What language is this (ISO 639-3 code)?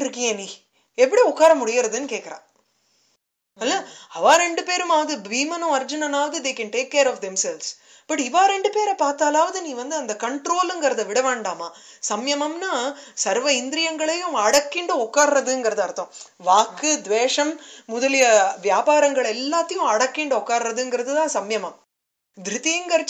tam